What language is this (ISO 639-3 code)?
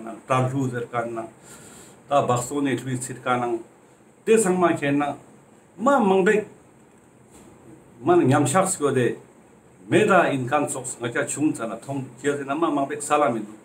lbj